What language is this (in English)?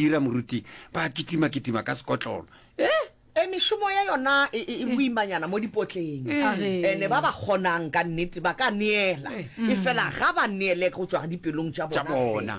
Northern Sotho